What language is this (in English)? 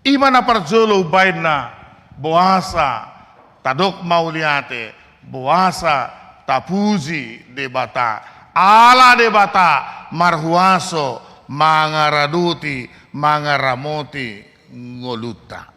Batak Toba